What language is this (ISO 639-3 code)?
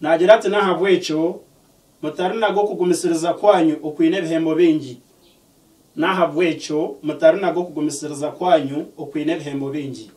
nyn